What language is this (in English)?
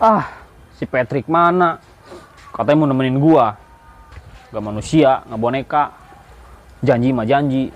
Betawi